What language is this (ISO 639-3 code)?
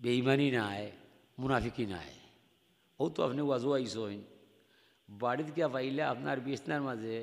syl